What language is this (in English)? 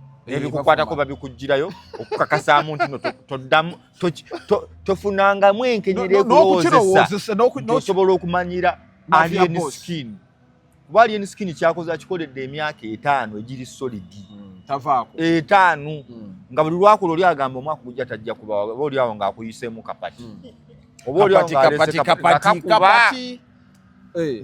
Ganda